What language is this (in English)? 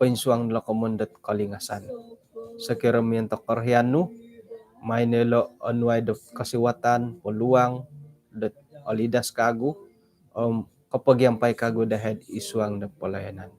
Central Dusun